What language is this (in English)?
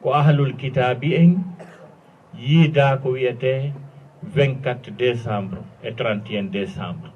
Fula